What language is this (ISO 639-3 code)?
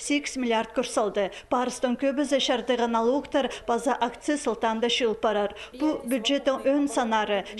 kjh